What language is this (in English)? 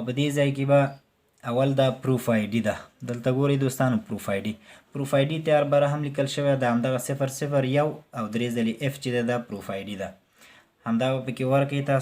Pashto